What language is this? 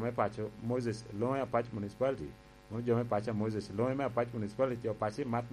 Lango (Uganda)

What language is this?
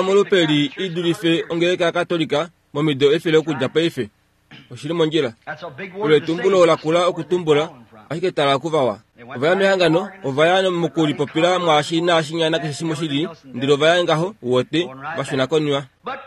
Kuanyama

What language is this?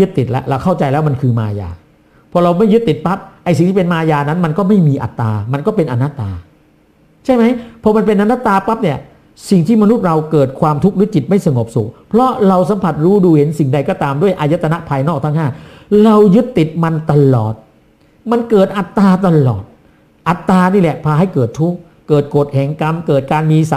Thai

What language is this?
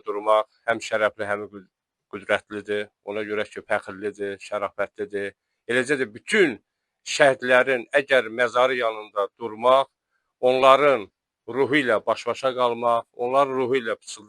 Azerbaijani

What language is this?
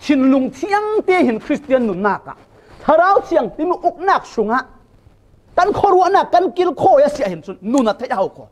Falam Chin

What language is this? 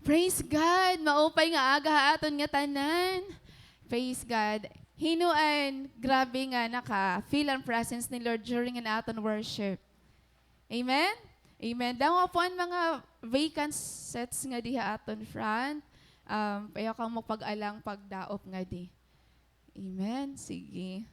Waray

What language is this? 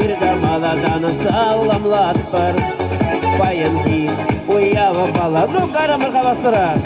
Chuvash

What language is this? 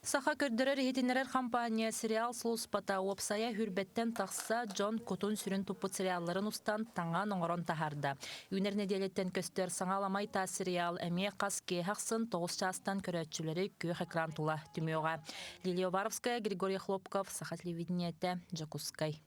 Yakut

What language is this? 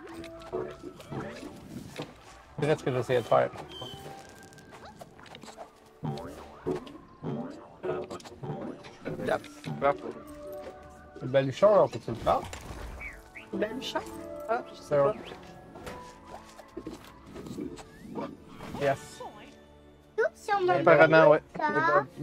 French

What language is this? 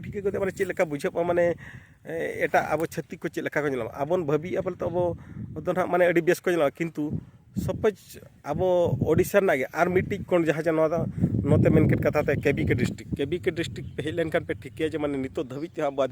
Santali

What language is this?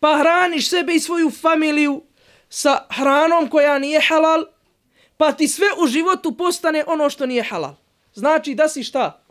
Bosnian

